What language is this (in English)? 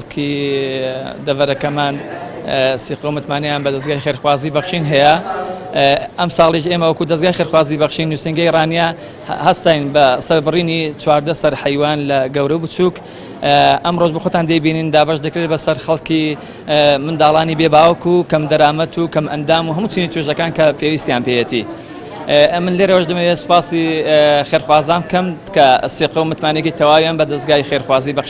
Central Kurdish